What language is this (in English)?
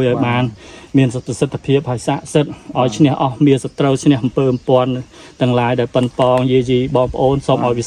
Khmer